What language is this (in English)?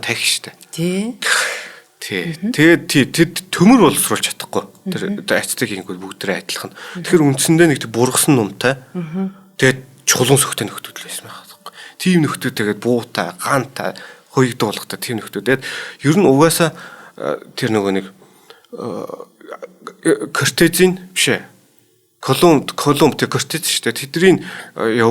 Mongolian